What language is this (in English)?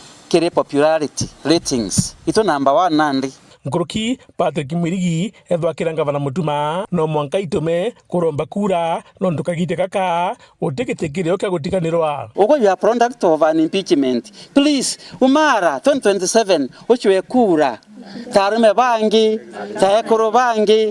Meru